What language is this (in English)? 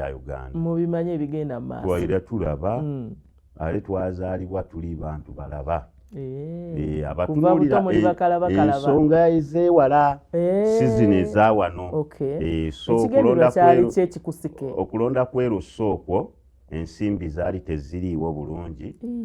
Ganda